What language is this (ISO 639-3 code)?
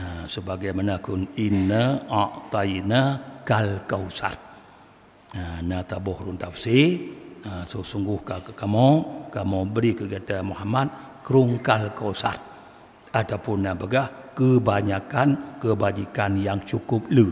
ace